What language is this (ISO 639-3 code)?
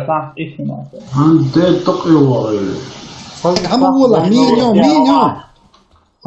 che